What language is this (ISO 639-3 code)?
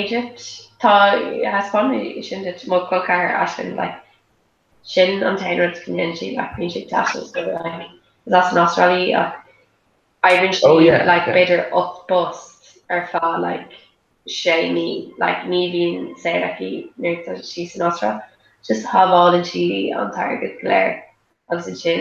gle